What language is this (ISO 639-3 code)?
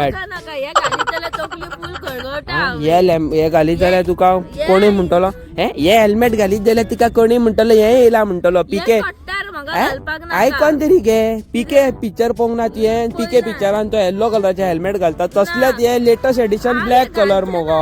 kok